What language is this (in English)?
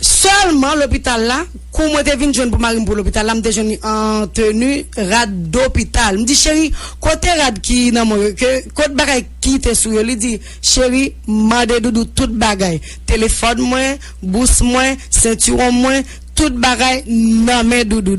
Haitian Creole